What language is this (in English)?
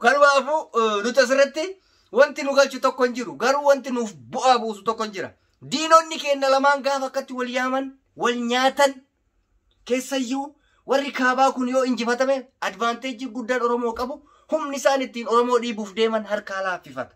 Oromo